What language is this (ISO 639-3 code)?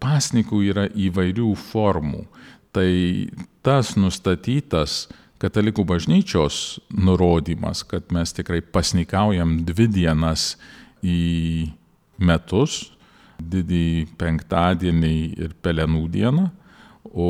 lit